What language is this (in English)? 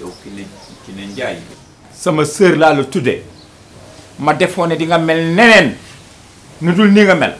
Wolof